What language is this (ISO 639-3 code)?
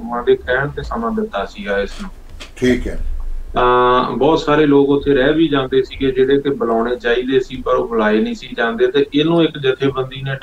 pan